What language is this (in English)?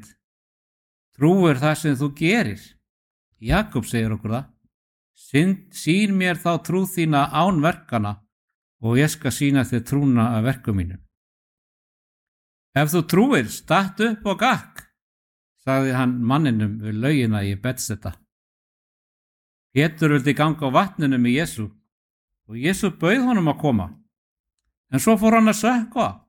Icelandic